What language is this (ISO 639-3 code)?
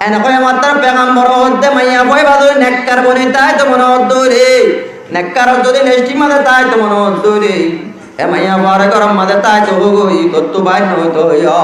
rhg